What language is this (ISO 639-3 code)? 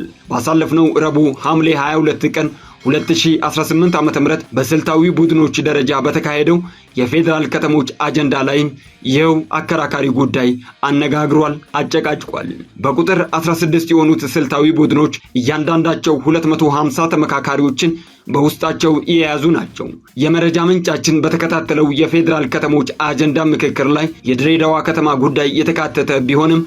amh